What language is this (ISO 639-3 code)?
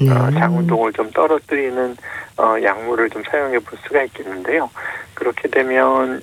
kor